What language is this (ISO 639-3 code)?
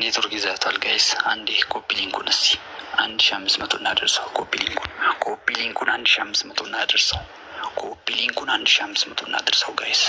amh